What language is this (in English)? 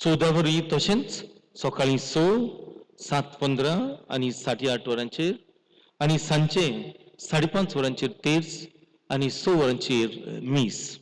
Konkani